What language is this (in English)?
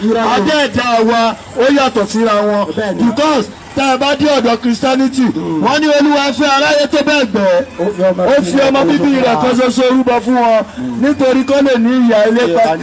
Yoruba